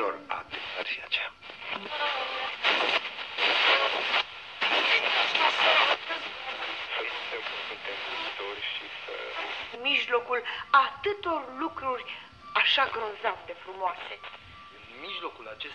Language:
Romanian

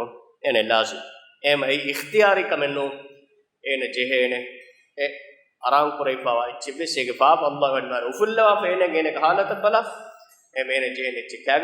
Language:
Divehi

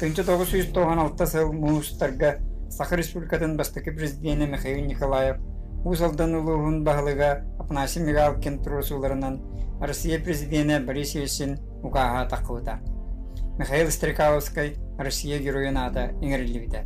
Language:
Yakut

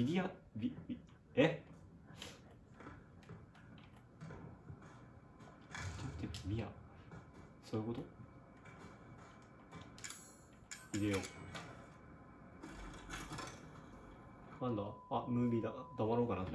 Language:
Japanese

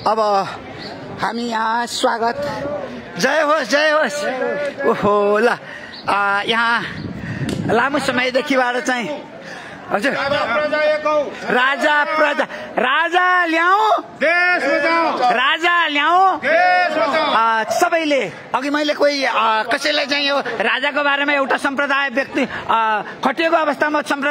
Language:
Nepali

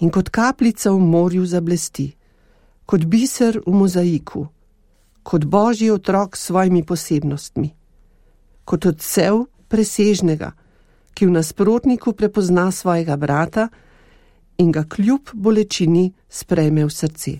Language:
Slovenian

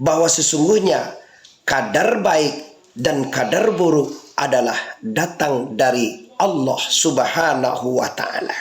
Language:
Minangkabau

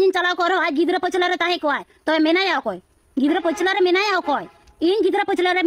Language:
Santali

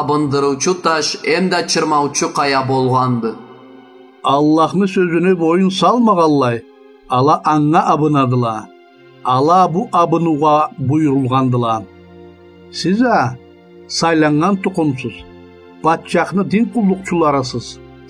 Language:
Karachay-Balkar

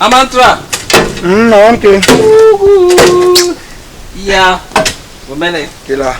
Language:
Basaa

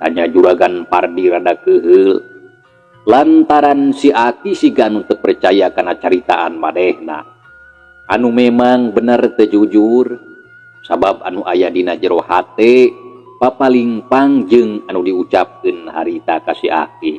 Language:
Sundanese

